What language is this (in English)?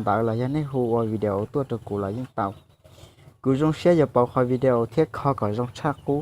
Hmong